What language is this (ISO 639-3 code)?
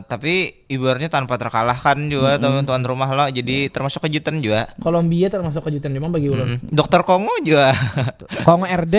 bjn